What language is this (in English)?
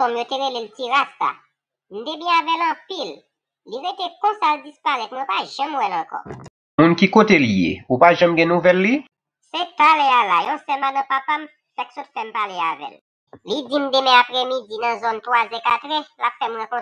Haitian Creole